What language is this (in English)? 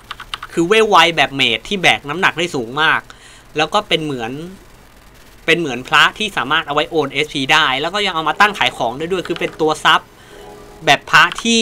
Thai